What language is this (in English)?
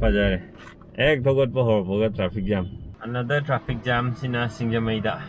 Manipuri